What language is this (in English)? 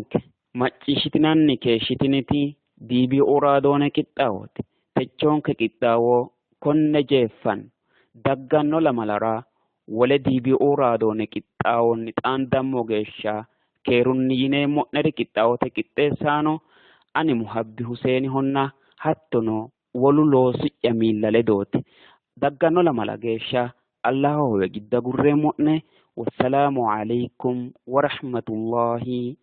Sidamo